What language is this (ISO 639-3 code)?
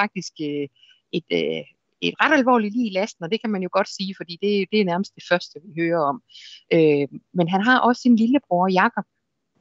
dan